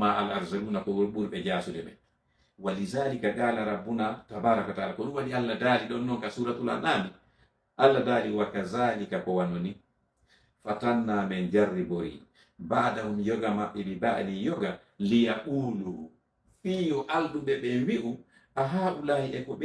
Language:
Fula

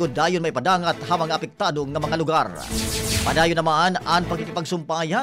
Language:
Waray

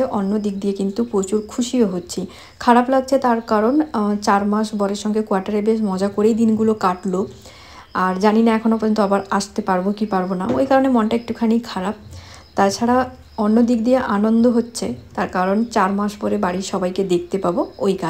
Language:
Bangla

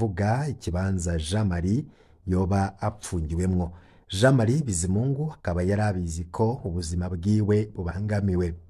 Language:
Rundi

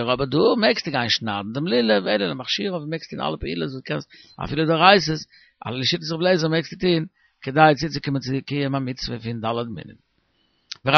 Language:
Yiddish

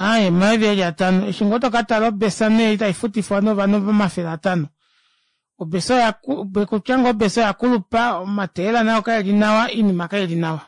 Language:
Kuanyama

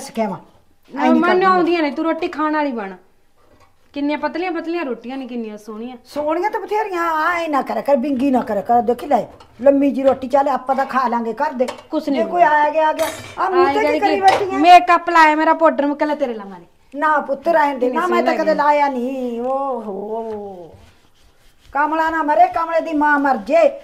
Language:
Punjabi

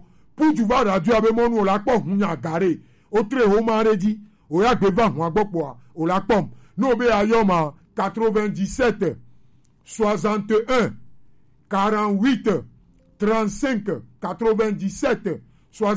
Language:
Gen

